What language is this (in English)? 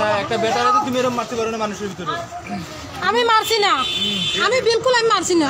Sylheti